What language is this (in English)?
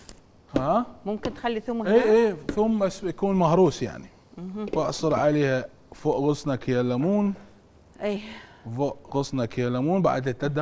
Mesopotamian Arabic